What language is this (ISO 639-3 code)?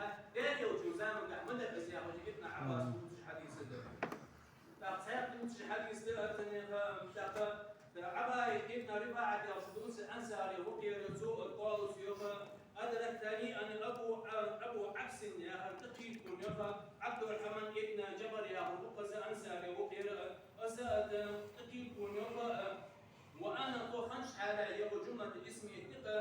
inh